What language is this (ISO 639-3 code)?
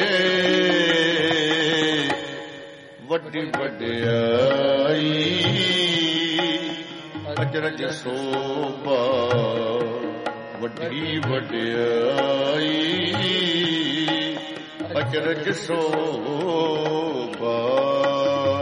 pan